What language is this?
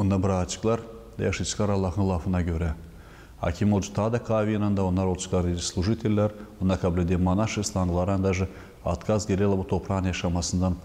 Gagauz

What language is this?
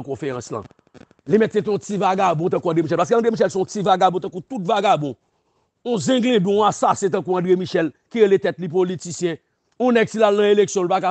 Haitian Creole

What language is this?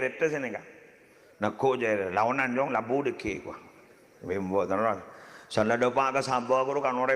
Madurese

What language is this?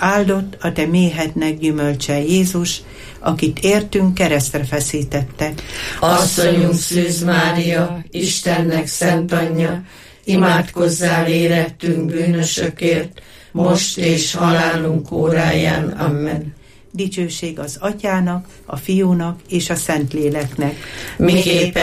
Hungarian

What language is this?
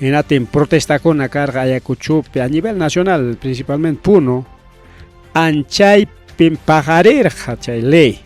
Ayacucho Quechua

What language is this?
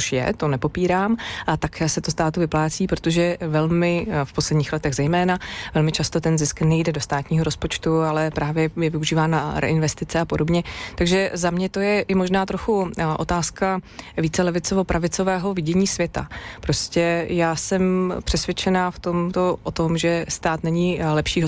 Czech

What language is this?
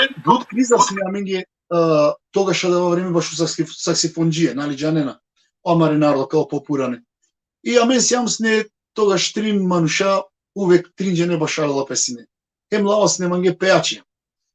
Balkan Romani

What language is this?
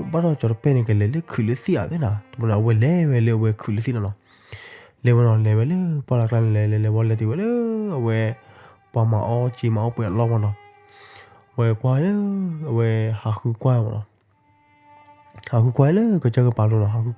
S'gaw Karen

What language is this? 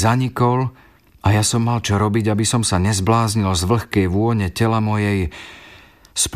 Slovak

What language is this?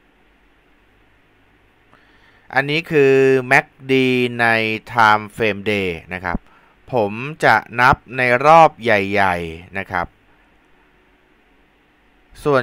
Thai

